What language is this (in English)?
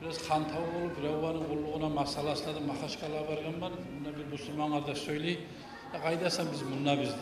Kumyk